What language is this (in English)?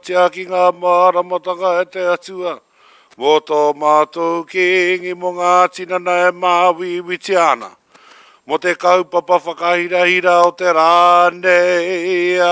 Māori